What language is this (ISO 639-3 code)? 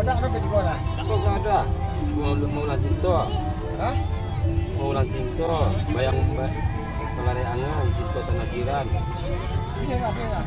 min